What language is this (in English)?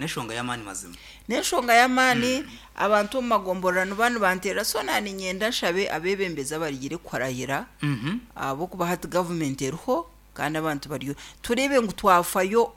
Nyankole